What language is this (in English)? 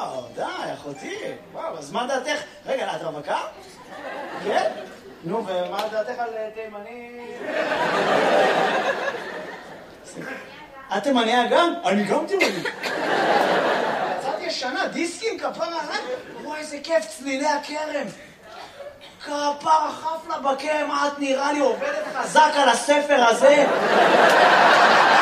Hebrew